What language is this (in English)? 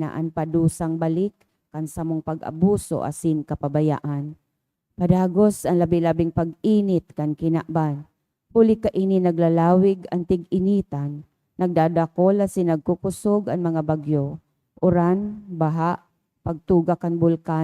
Bikol